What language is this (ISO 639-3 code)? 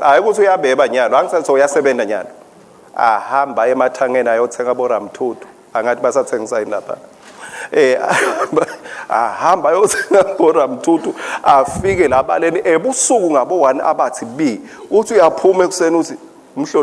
ssw